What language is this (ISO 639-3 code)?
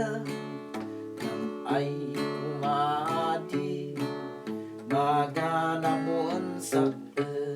kne